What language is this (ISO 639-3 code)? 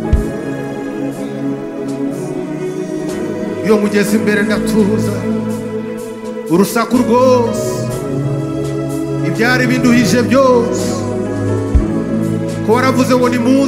kin